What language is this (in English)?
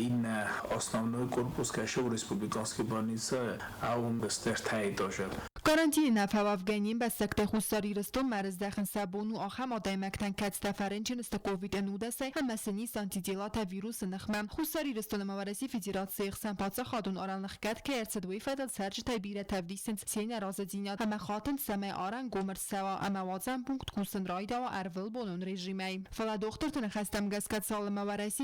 Ossetic